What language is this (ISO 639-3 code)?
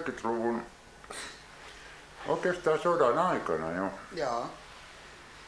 fin